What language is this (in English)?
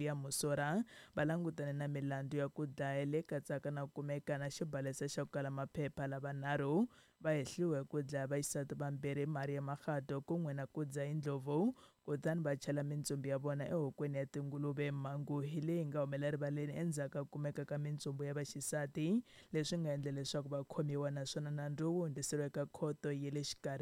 Tsonga